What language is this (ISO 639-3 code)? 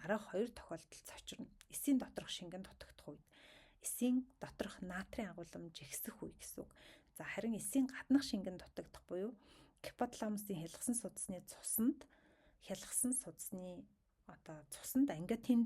mon